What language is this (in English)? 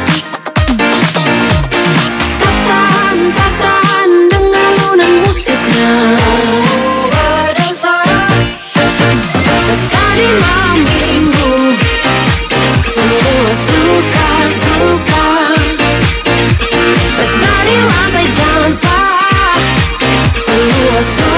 Indonesian